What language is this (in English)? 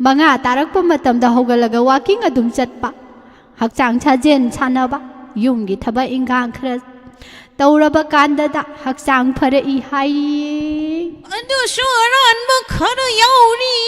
Manipuri